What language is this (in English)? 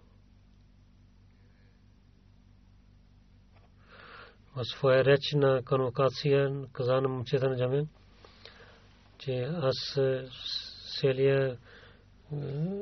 Bulgarian